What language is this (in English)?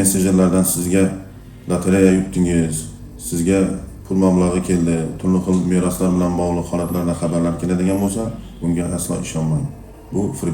Uzbek